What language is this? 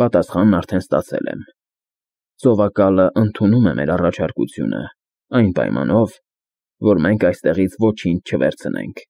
Armenian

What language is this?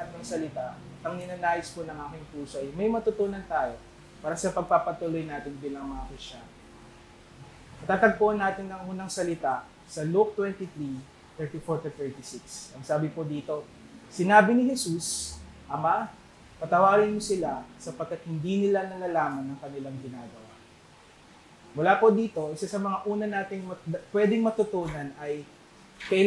Filipino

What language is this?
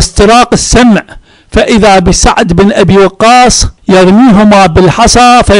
Arabic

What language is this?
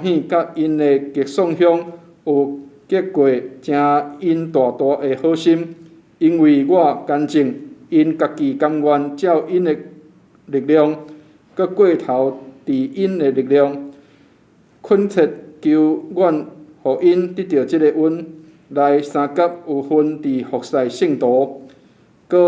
Min Nan Chinese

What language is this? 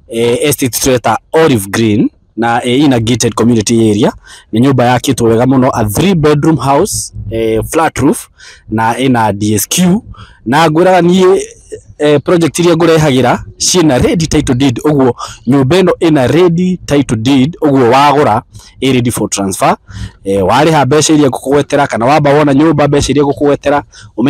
Kikuyu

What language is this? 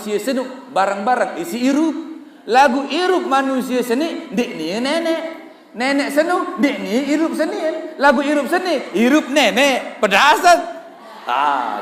Sasak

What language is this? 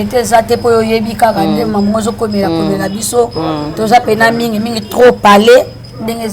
Lingala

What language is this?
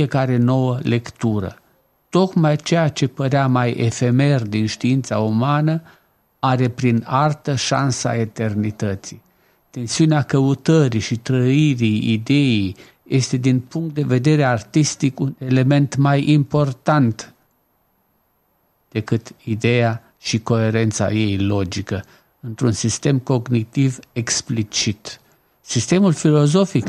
Romanian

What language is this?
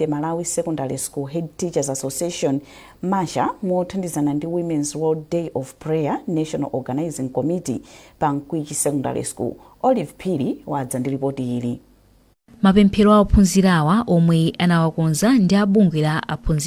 Nyanja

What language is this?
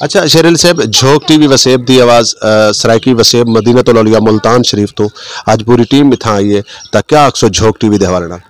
Saraiki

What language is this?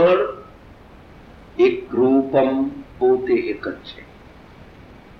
Gujarati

